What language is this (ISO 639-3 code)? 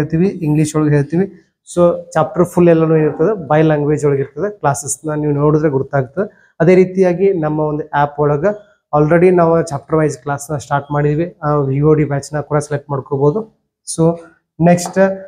kan